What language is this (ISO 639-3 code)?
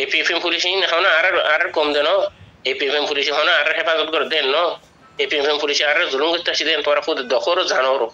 rhg